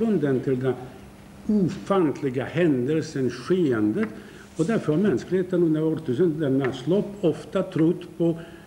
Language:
Swedish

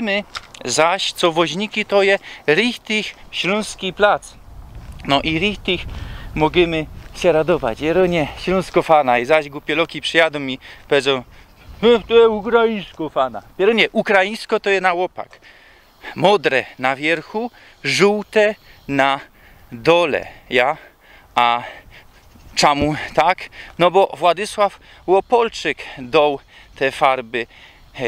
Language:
Silesian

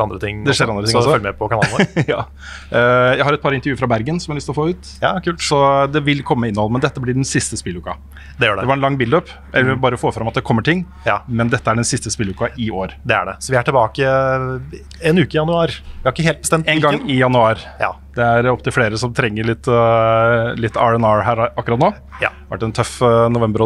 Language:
Norwegian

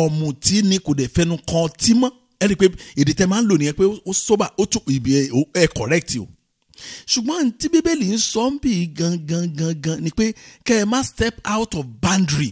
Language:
Yoruba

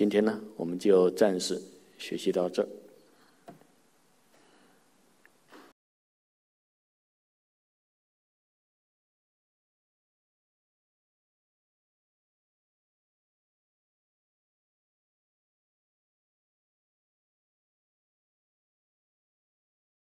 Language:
Chinese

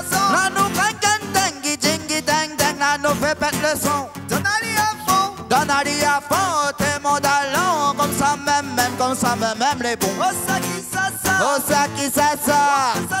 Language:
Réunion Creole French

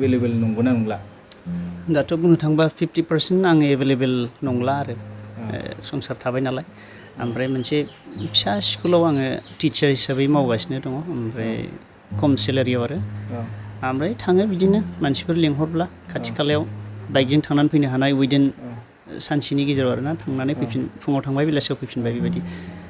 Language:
Bodo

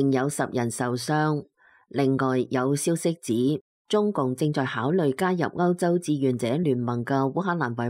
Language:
Cantonese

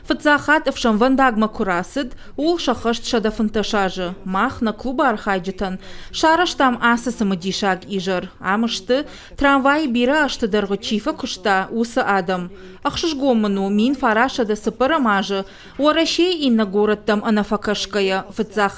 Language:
Ossetic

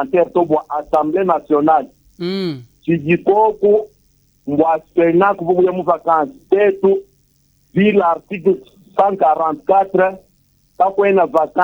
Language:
Luba-Lulua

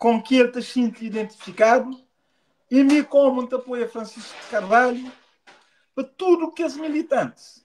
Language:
Kabuverdianu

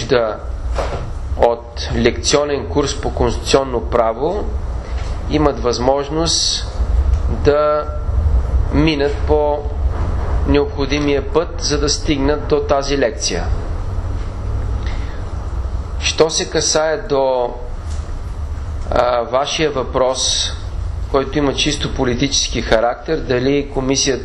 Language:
Bulgarian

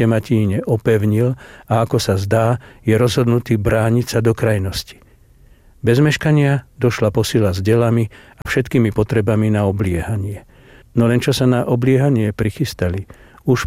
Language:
Slovak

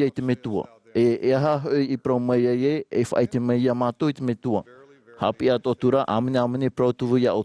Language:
Tahitian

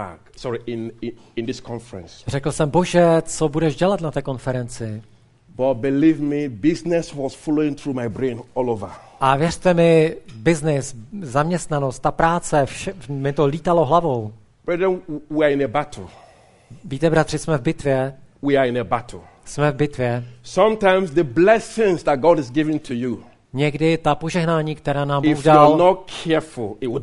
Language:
Czech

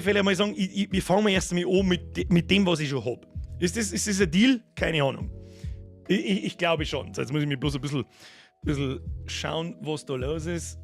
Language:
Bavarian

